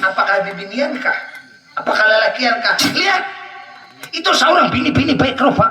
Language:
Banjar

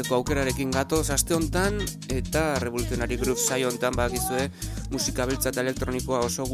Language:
Basque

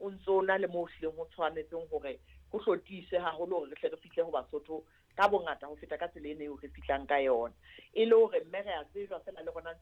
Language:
Southern Sotho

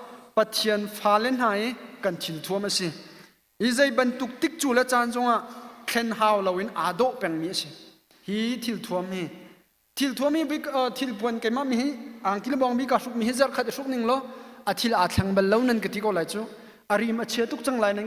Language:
Hakha Chin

